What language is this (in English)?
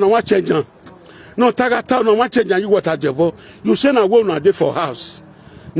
Nigerian Pidgin